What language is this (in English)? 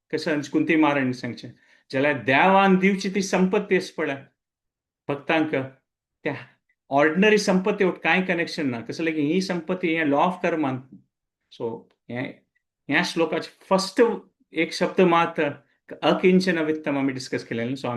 Konkani